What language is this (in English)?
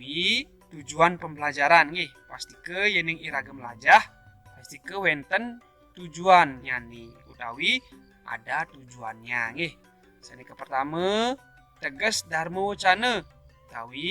Balinese